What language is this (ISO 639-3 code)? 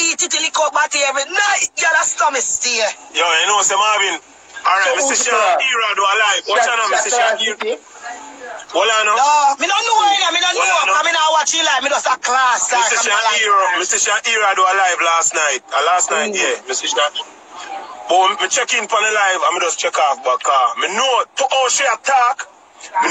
jam